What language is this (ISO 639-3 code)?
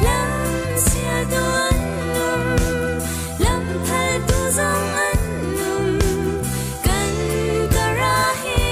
cnh